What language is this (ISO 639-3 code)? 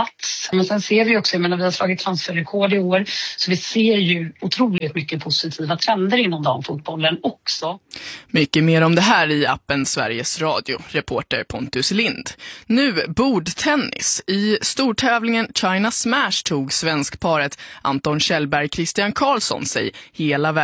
swe